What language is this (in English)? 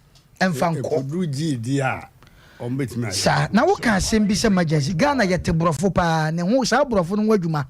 Akan